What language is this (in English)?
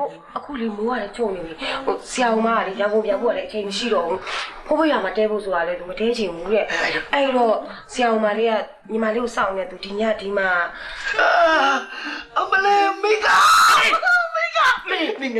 Burmese